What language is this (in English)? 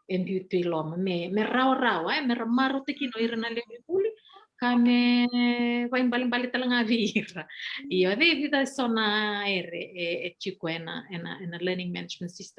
Fijian